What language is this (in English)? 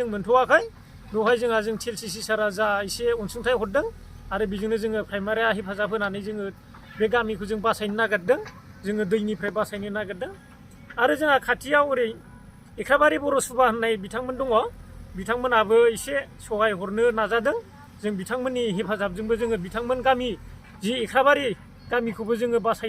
Bodo